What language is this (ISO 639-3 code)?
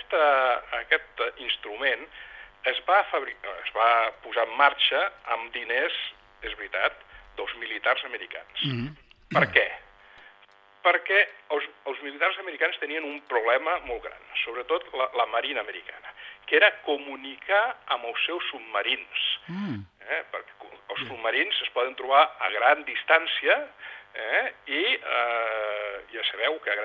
cat